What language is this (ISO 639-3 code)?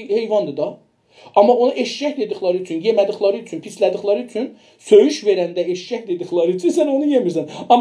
azb